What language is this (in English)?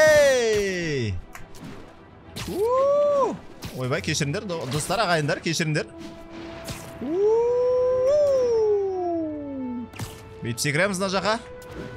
Kazakh